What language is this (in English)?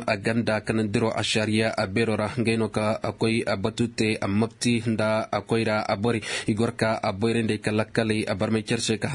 Koyraboro Senni